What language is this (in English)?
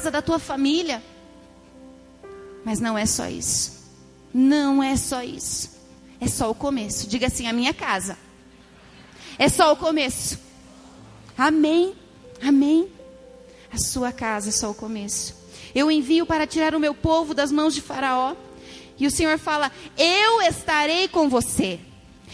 Portuguese